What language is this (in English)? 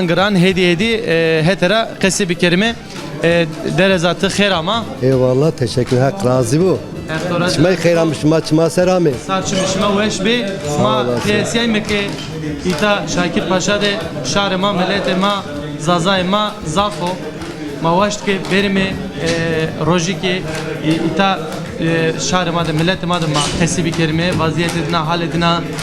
Zaza